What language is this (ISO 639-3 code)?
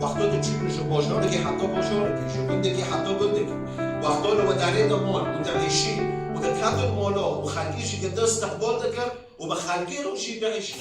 kur